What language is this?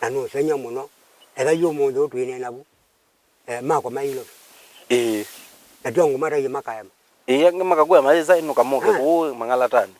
Kamba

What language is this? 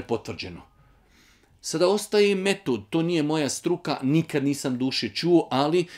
Bosnian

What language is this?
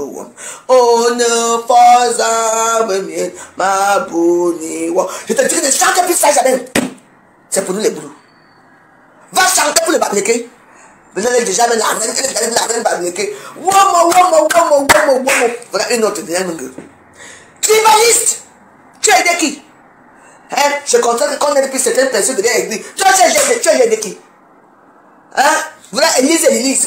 French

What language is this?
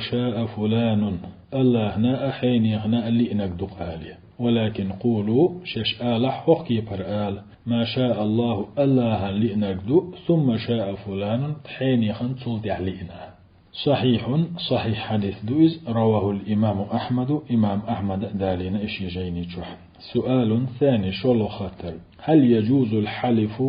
Chechen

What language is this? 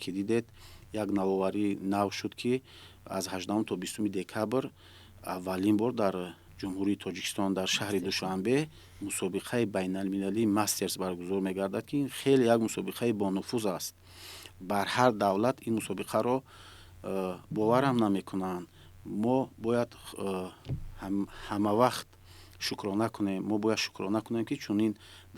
Tajik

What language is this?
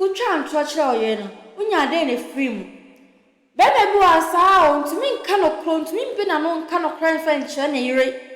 Akan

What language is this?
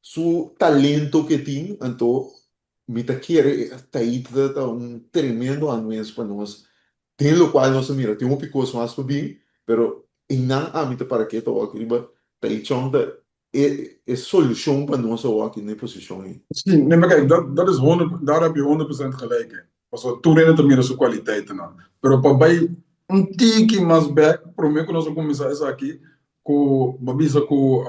Papiamento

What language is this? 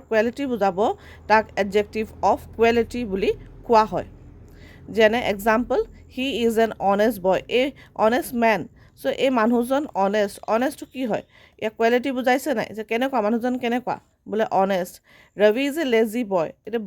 Assamese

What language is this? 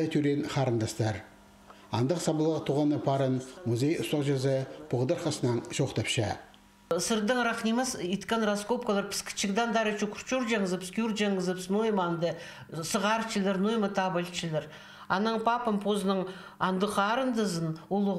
Khakas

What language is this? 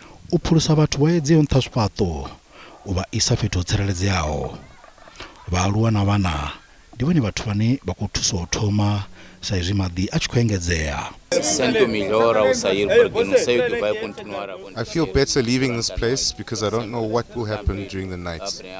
Venda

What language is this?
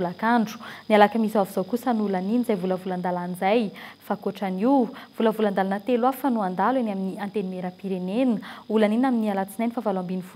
Malagasy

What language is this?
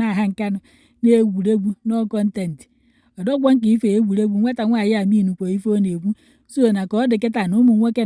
Igbo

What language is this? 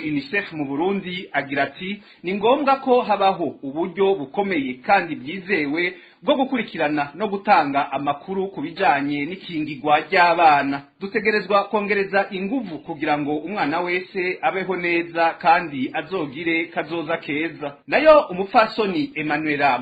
Rundi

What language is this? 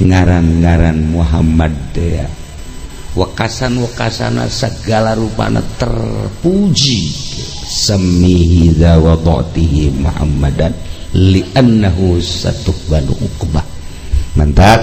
Sundanese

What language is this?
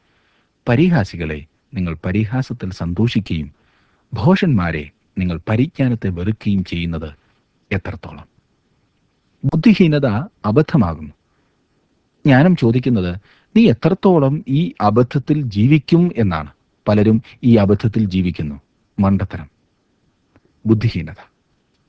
Malayalam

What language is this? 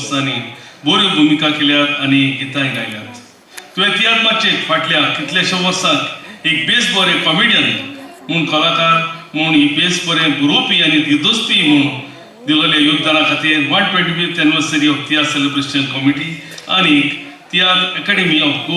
Konkani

